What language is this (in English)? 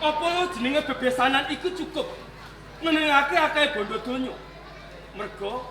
Javanese